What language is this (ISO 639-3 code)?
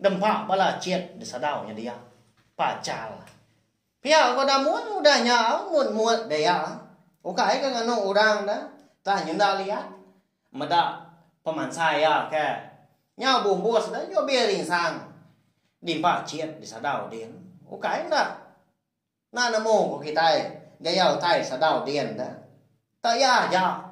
iba